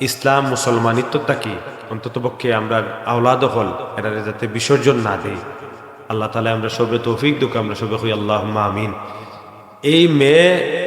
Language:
Sylheti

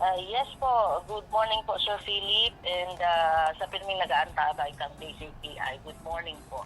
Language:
Bikol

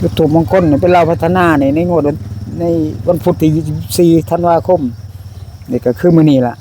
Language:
Northeastern Thai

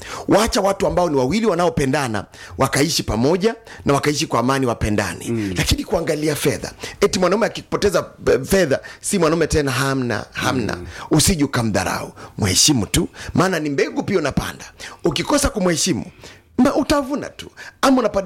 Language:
Swahili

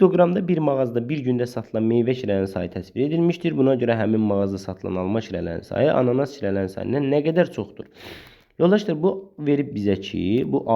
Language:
Azerbaijani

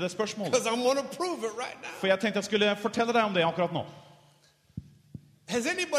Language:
Norwegian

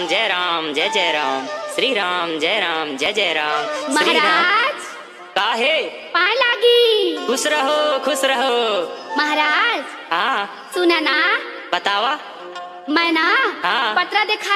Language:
Chhattisgarhi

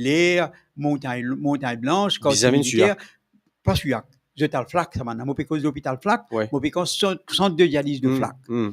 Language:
Morisyen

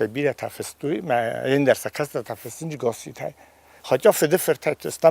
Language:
Ossetic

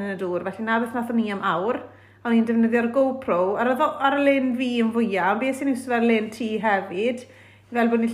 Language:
Welsh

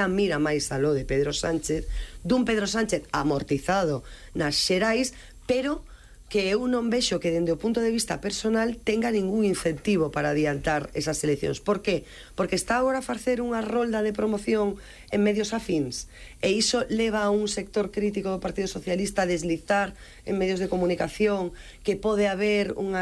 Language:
Galician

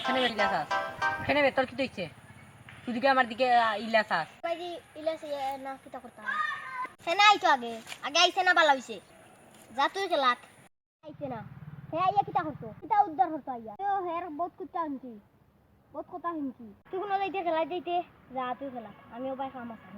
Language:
Sylheti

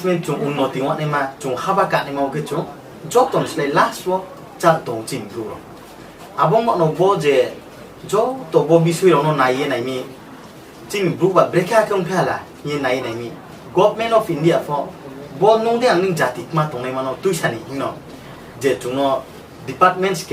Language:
Riang (India)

